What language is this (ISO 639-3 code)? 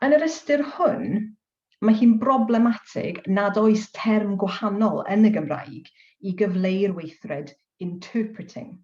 cym